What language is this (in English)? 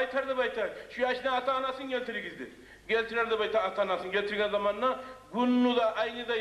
Kumyk